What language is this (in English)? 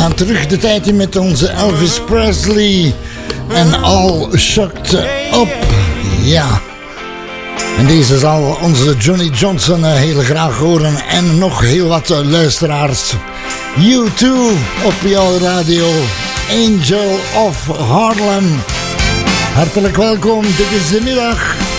Dutch